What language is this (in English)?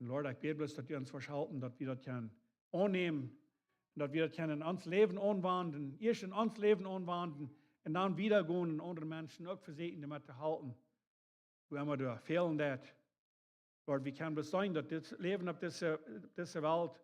Plautdietsch